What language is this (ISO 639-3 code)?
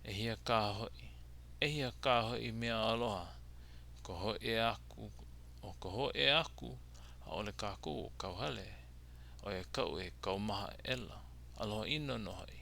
haw